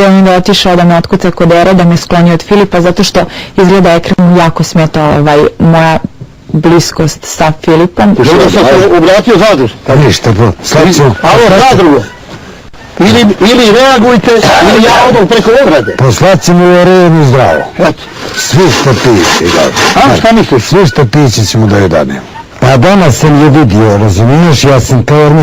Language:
Bosnian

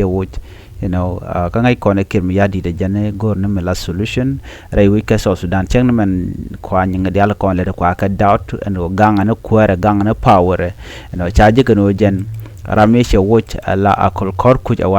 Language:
Nuer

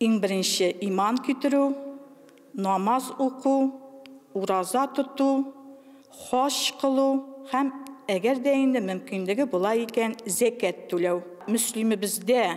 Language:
Tatar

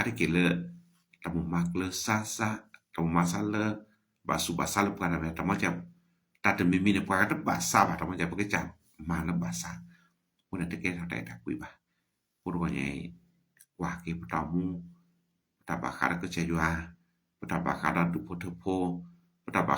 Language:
S'gaw Karen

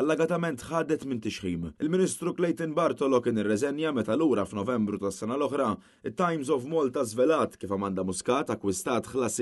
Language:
Maltese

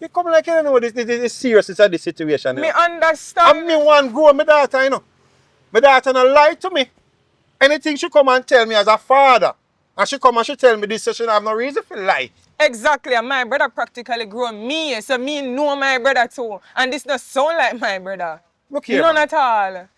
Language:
Jamaican Creole English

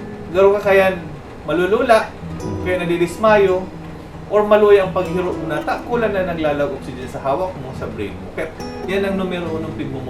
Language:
Bikol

